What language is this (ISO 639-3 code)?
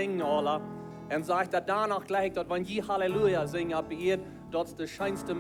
pdt